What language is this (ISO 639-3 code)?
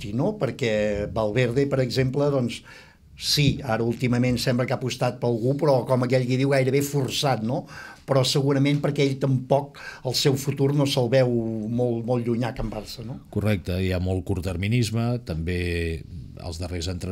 cat